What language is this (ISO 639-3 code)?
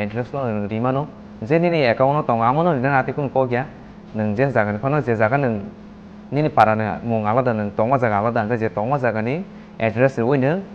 trp